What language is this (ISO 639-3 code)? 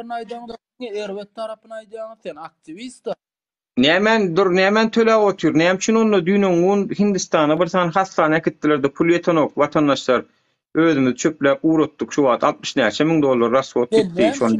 tuk